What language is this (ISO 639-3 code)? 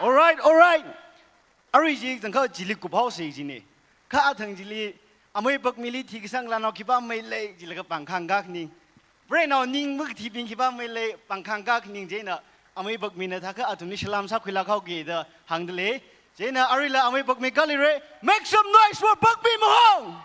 nmf